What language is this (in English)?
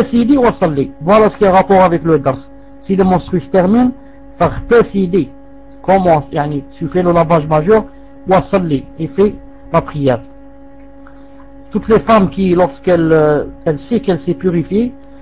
French